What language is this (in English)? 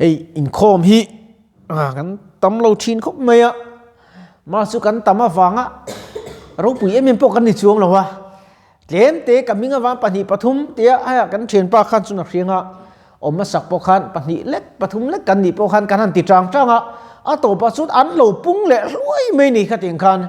Mizo